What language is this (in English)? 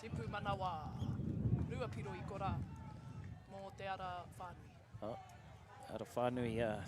Māori